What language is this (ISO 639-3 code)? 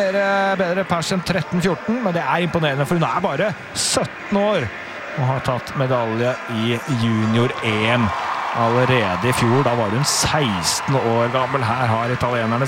nor